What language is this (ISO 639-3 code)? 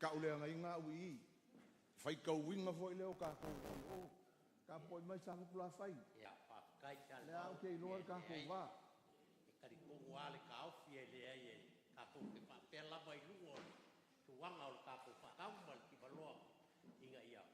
smo